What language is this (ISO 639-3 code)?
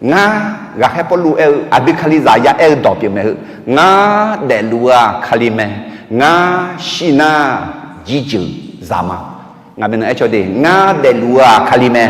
ahk